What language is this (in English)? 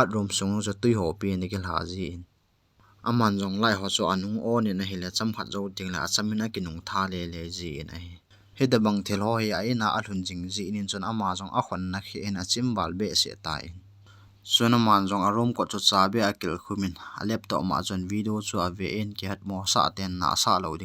Thado Chin